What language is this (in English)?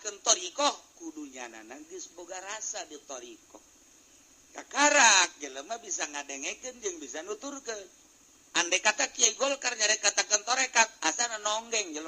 Sundanese